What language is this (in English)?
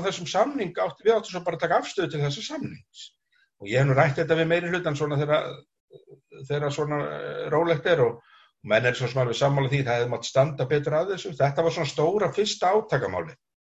Icelandic